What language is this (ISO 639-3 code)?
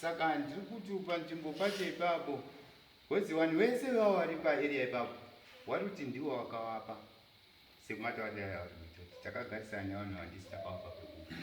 sna